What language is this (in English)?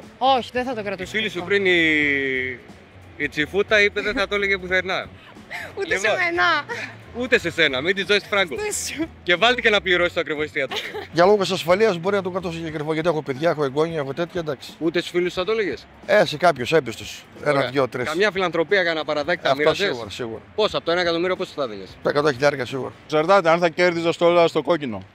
Greek